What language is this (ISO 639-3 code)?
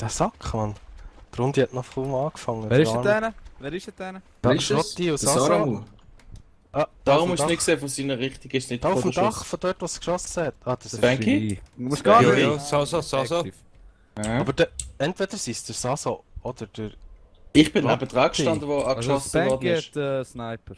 gsw